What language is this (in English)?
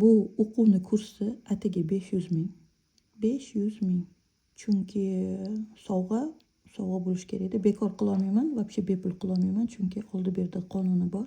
Uzbek